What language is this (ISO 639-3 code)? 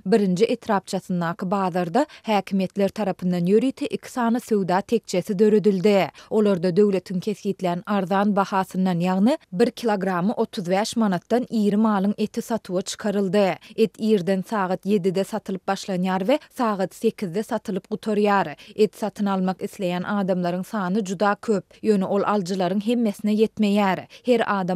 tuk